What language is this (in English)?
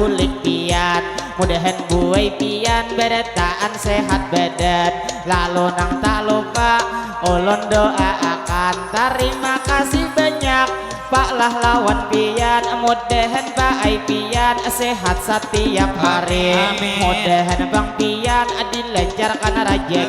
Banjar